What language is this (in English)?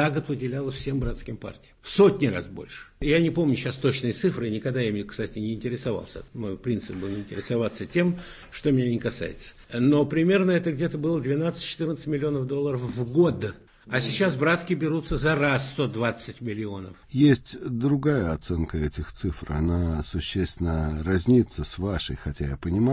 Russian